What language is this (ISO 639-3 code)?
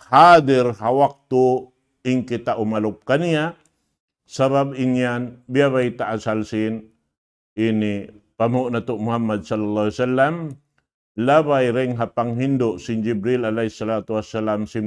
tsg